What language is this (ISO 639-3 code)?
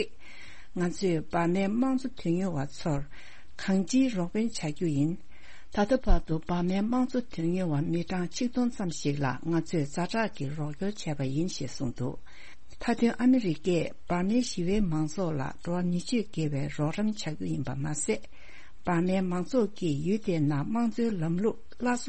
bod